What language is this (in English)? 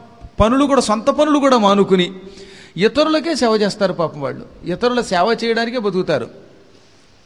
Telugu